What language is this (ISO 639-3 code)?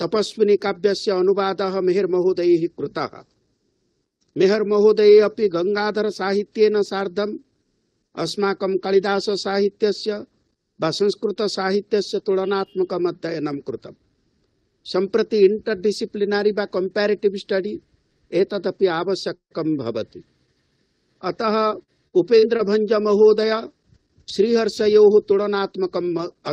san